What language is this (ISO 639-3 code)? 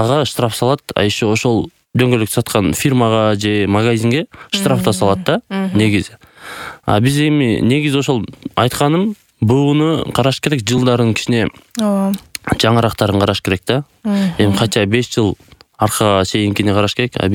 kir